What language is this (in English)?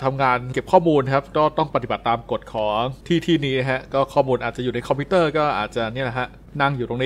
Thai